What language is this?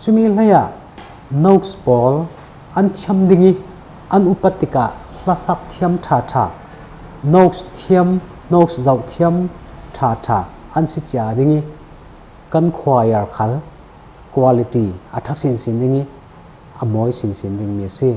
Falam Chin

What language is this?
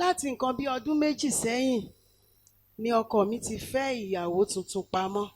Yoruba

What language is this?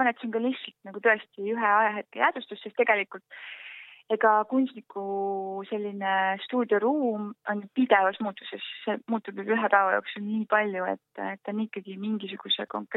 Estonian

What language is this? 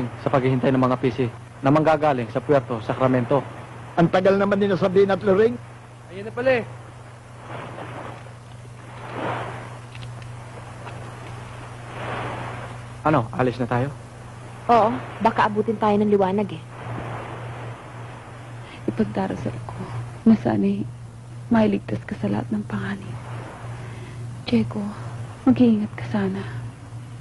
Filipino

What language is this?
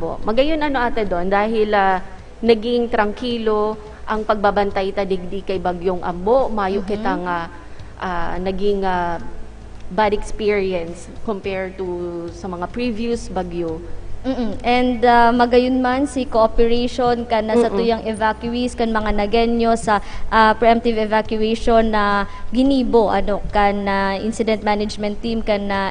Bikol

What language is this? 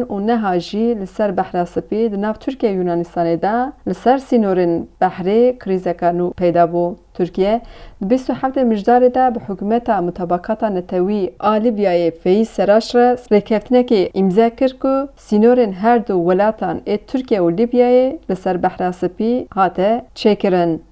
Kurdish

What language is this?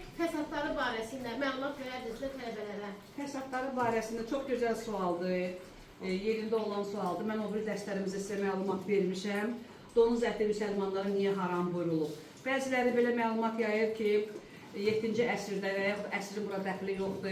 Azerbaijani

